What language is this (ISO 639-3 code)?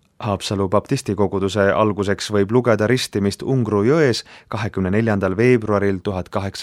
est